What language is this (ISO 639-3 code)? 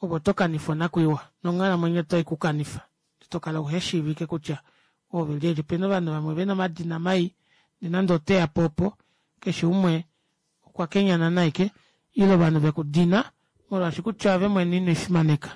kua